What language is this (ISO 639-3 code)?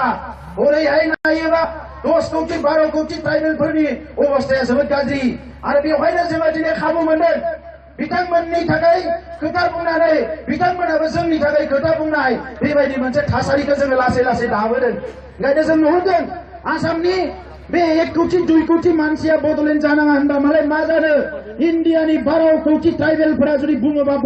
brx